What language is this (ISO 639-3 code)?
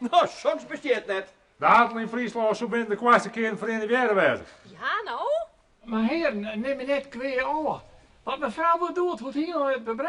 fry